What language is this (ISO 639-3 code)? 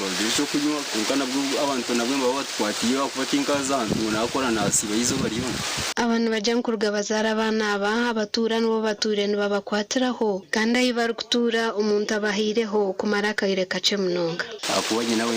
nyn